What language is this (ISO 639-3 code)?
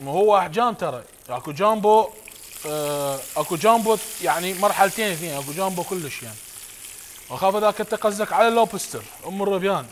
acm